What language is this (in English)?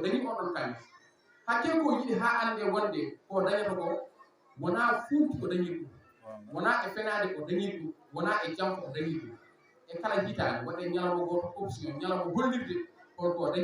Fula